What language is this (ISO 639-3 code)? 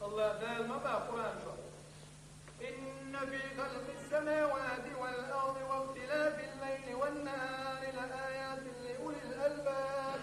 che